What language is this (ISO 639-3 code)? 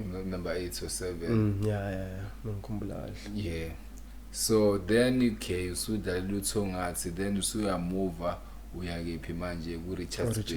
zul